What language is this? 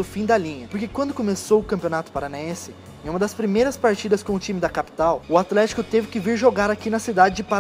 Portuguese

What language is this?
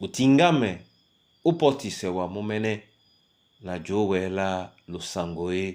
Duala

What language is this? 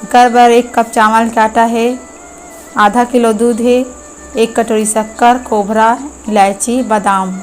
Chhattisgarhi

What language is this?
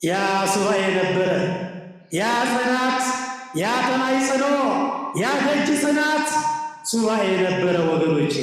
Amharic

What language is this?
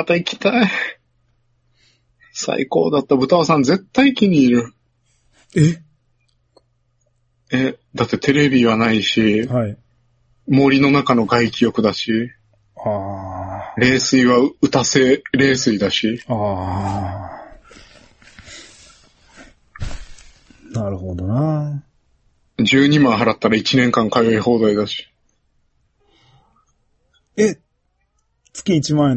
Japanese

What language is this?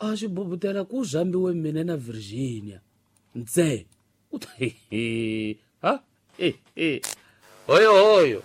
Tsonga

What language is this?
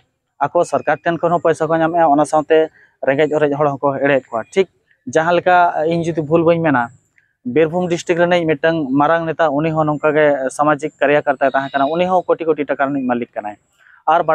Santali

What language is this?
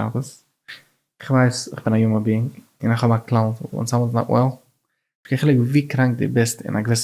Yiddish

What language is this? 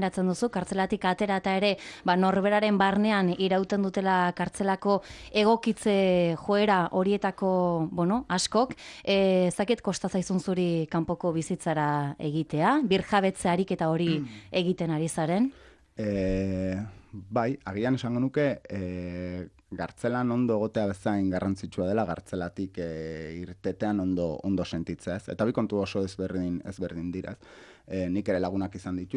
Basque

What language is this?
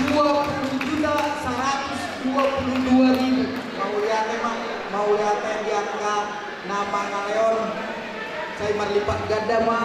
Batak Toba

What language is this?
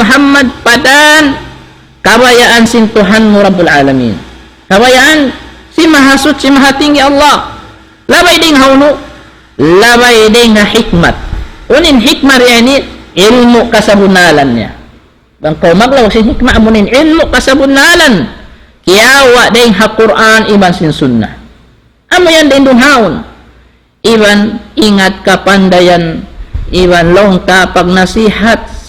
Tausug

